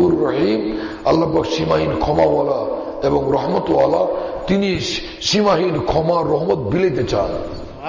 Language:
Bangla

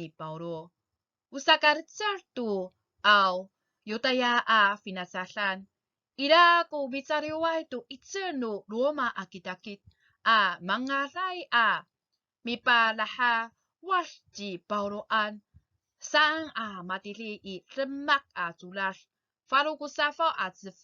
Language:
Amis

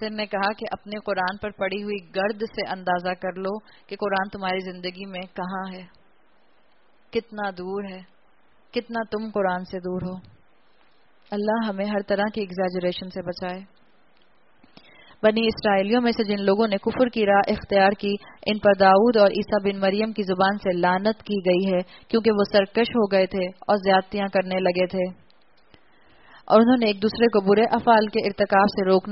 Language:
Urdu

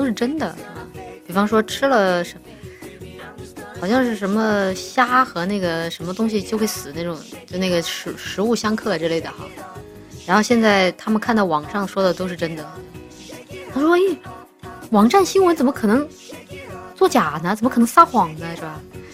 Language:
Chinese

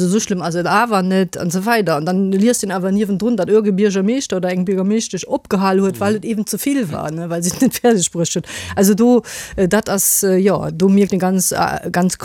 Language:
Luxembourgish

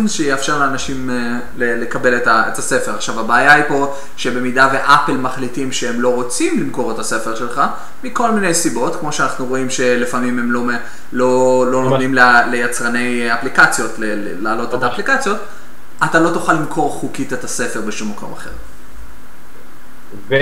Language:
Hebrew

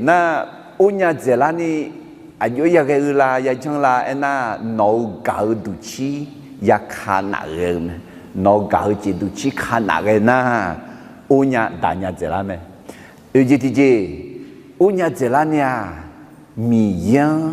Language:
Akha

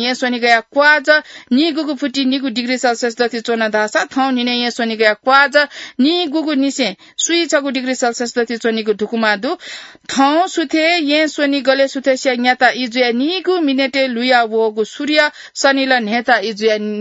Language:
Newari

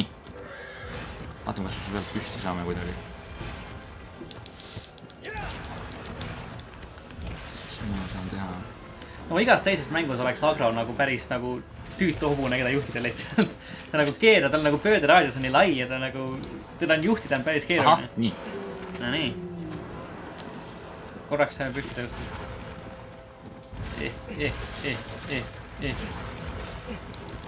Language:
Estonian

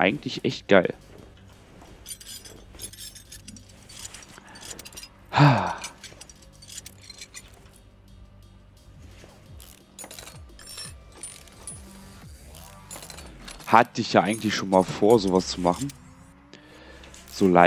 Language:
German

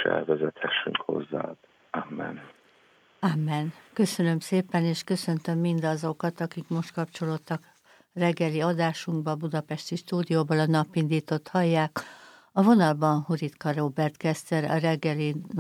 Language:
Hungarian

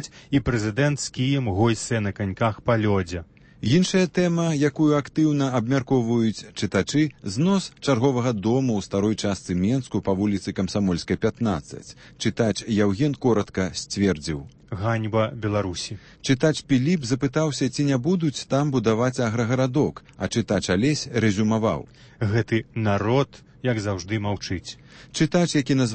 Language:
Belarusian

